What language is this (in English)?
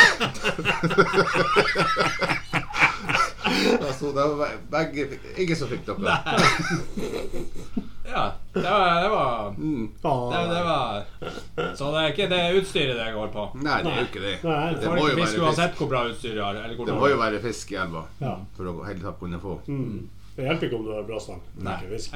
Norwegian